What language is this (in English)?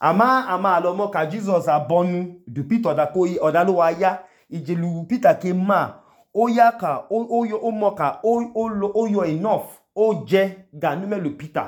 Idoma